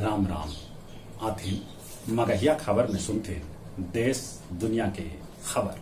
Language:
Magahi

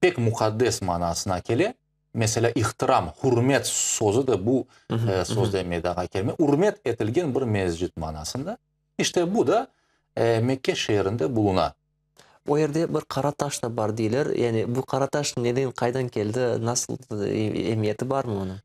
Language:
Crimean Tatar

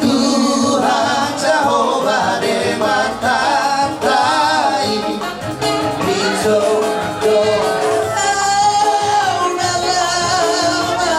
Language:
Batak Toba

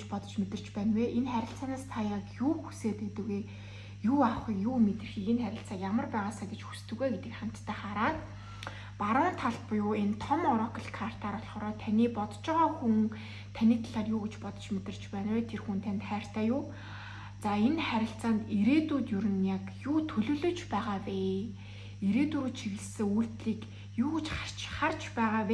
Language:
Mongolian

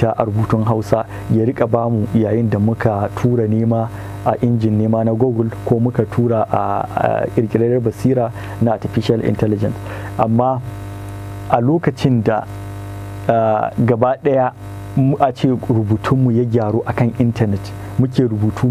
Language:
Hausa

